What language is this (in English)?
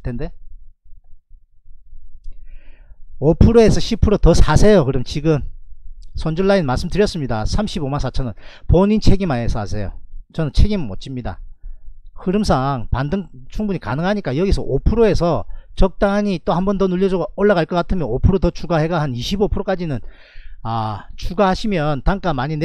Korean